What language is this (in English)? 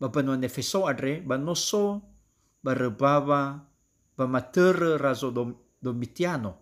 Nias